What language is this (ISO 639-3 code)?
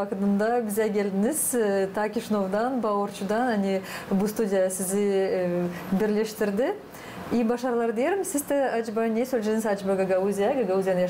gag